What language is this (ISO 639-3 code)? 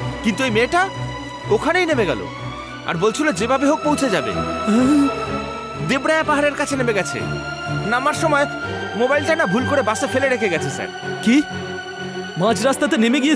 ben